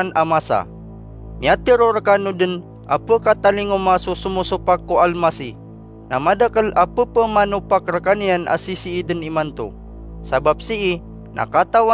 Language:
Maranao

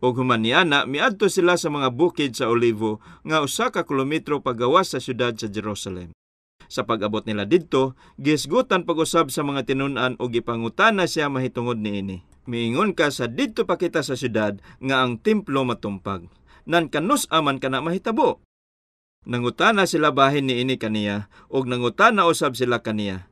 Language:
Cebuano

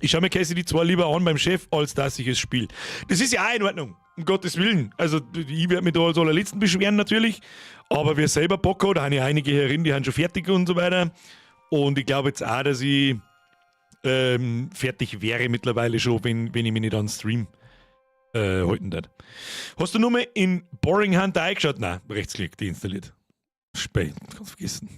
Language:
Bavarian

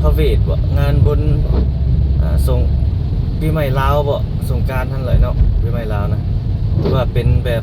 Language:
Lao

